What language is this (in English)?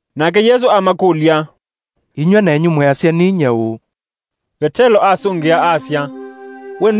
Kamba